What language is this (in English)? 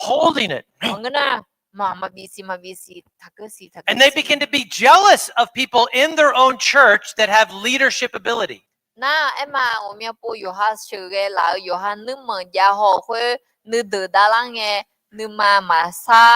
Akha